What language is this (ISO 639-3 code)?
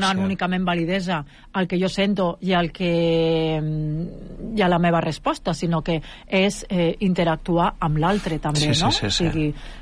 cat